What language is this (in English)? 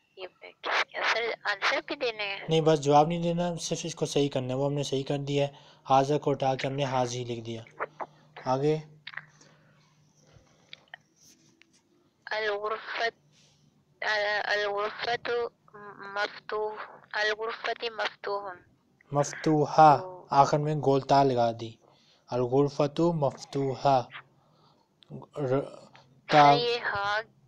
Urdu